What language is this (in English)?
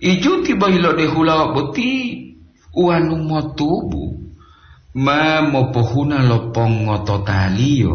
Gorontalo